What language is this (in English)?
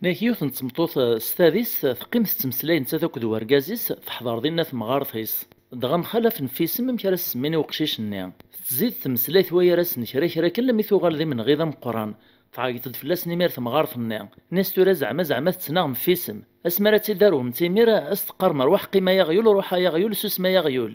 Kabyle